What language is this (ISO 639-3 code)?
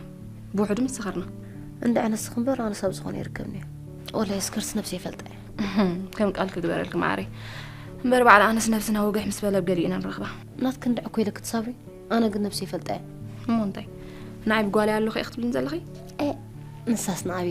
tir